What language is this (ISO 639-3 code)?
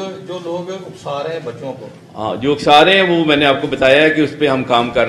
urd